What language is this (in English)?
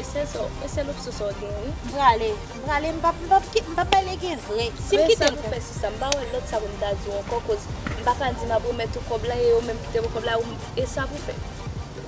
Haitian Creole